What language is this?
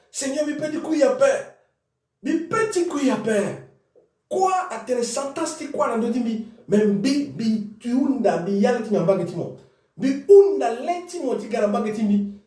Sango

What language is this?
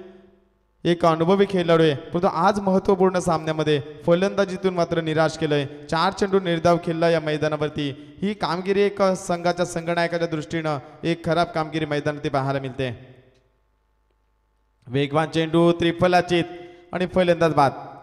Marathi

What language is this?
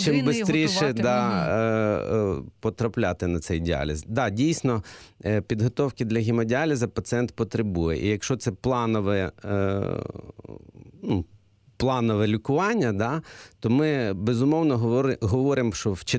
Ukrainian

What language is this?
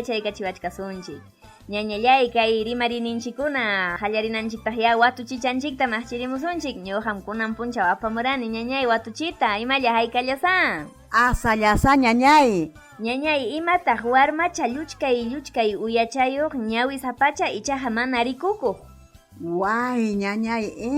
Ayacucho Quechua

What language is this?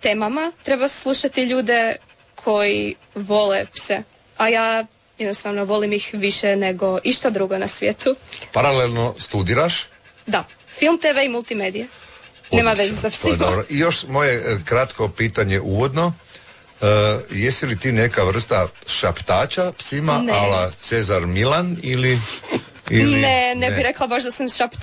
Croatian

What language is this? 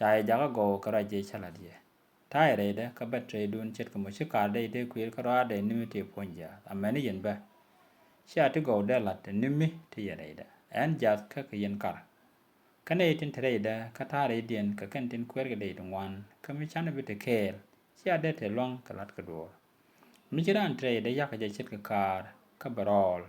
Nuer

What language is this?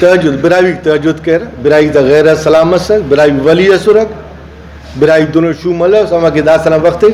Brahui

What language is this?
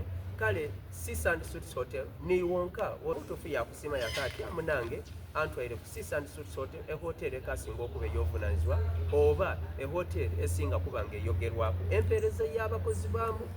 Soga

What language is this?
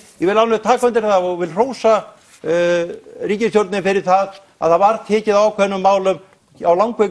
Icelandic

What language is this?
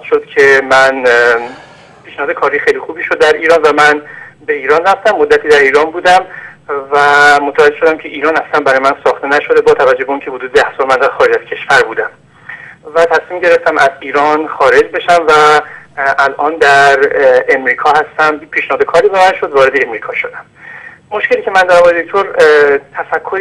Persian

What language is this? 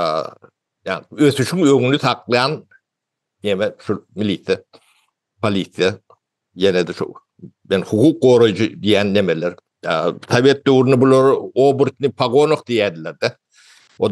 Turkmen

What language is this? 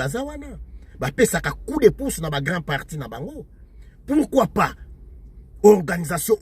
Lingala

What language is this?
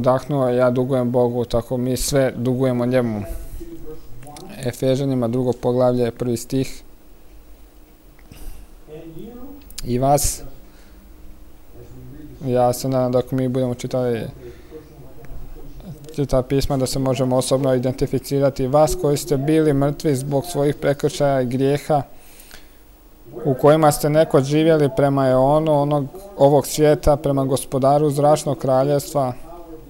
Croatian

